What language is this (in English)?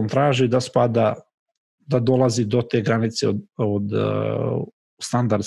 Croatian